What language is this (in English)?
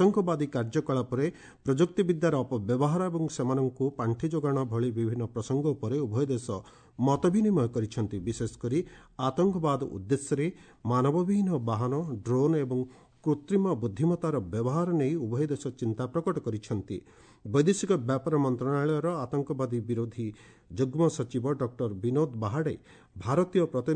Odia